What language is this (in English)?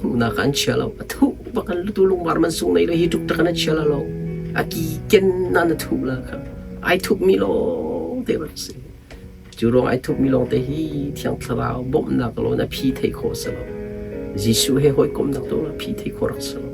Hakha Chin